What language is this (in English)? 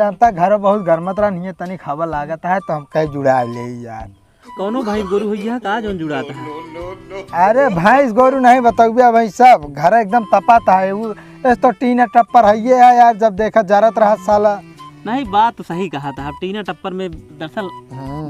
Awadhi